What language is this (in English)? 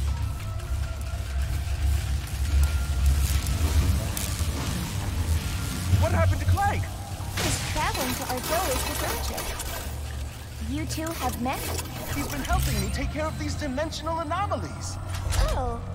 English